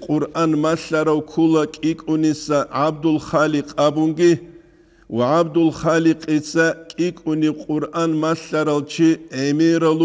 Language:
Avaric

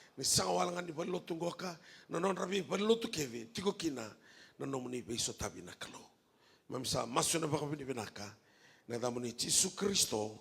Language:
Fijian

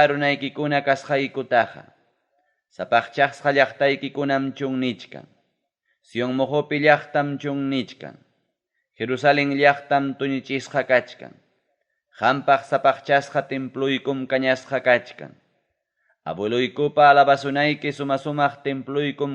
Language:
Ayacucho Quechua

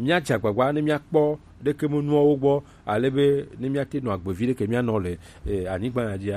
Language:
Gen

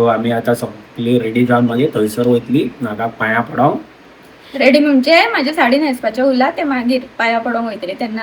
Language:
Konkani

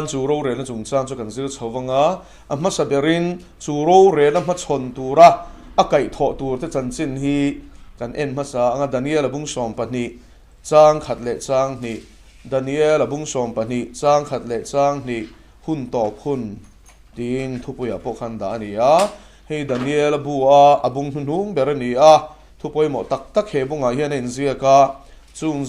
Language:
Mizo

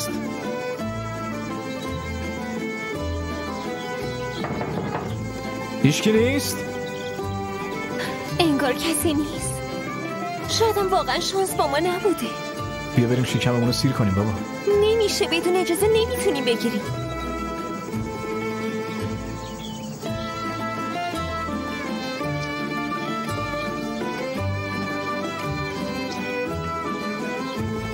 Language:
Persian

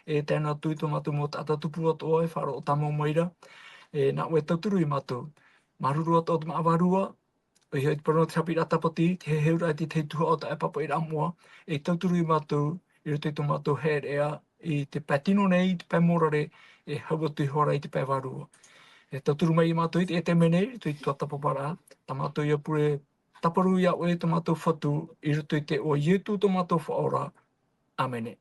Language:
Tahitian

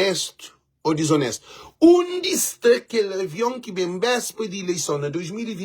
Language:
Kabuverdianu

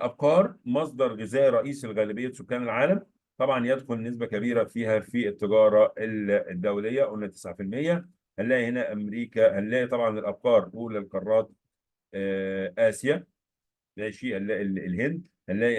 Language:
Egyptian Arabic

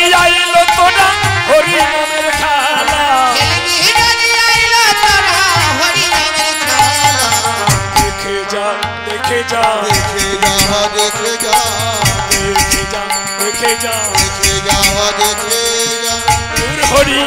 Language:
Bangla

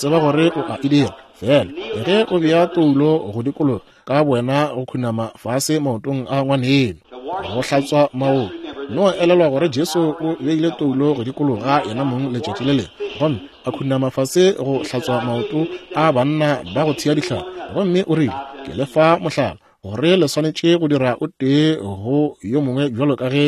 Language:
Northern Sotho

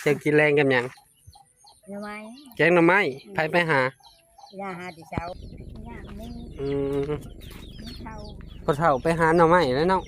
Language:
Northeastern Thai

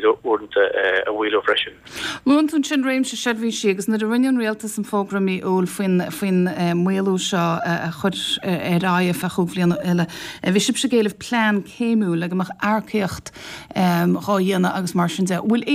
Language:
Irish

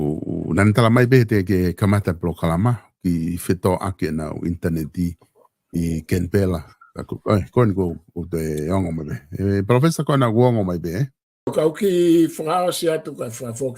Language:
Tongan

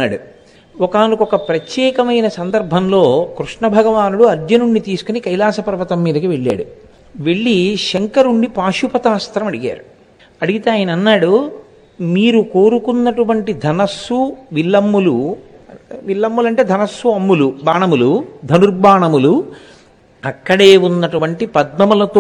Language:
Telugu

